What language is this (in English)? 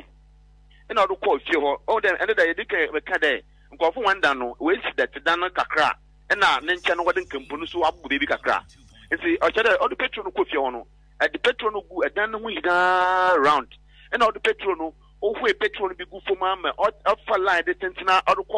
Akan